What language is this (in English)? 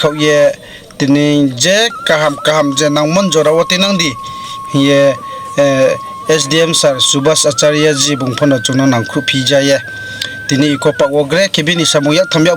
Riang (India)